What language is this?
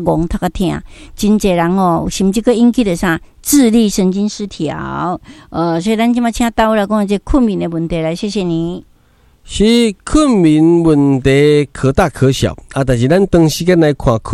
Min Nan Chinese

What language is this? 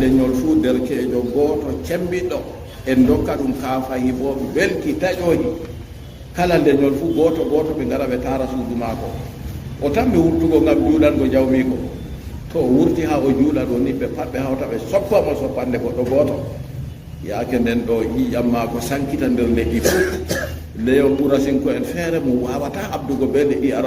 Fula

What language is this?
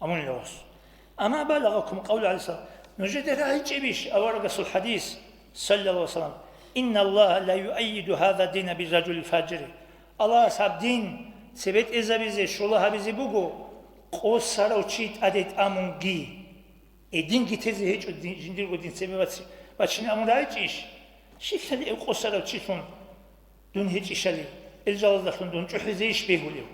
Avaric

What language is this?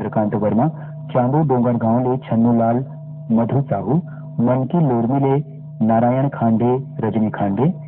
Chhattisgarhi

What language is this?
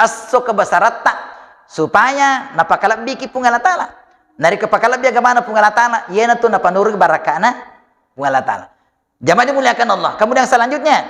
Buginese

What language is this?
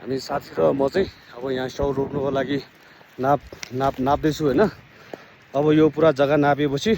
Nepali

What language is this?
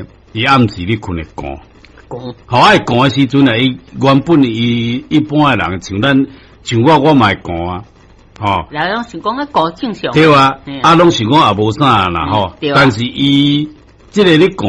Min Nan Chinese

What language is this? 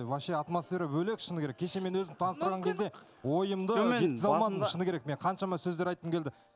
Kazakh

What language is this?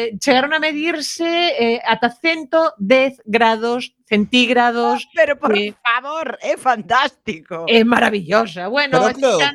Galician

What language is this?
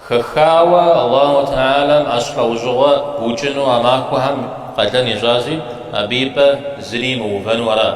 Kabardian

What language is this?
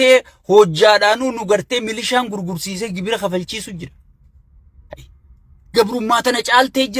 Oromo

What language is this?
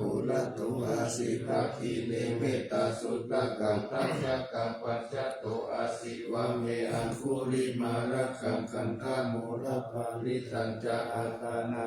Pali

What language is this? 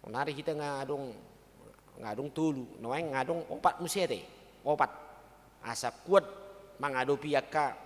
Batak Toba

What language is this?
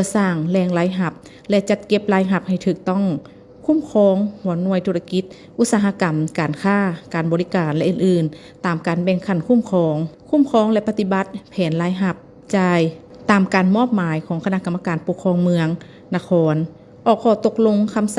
Lao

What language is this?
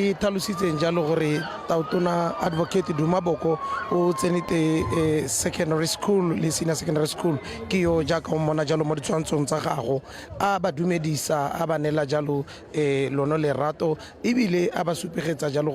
Tswana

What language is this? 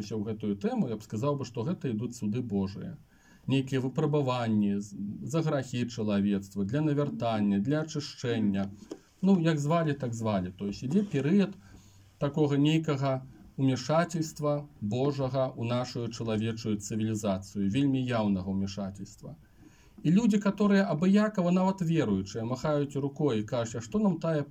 Belarusian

